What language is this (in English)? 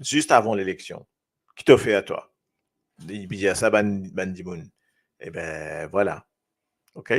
Morisyen